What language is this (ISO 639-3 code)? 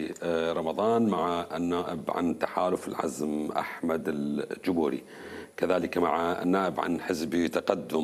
acm